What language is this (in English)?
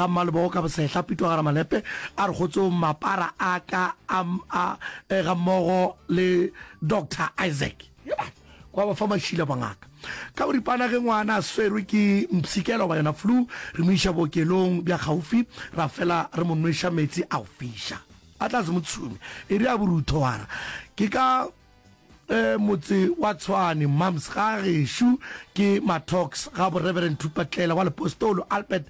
Northern Sotho